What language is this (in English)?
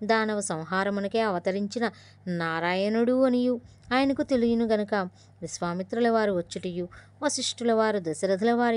Telugu